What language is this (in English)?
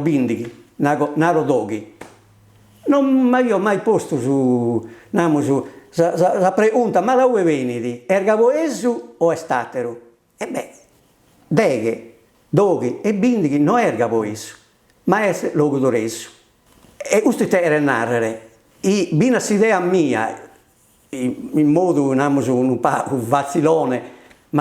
Sardinian